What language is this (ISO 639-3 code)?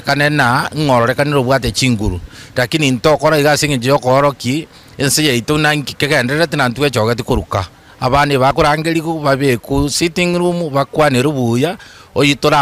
guz